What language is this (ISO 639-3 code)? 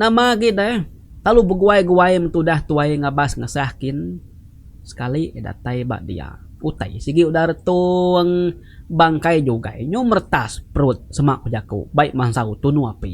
iba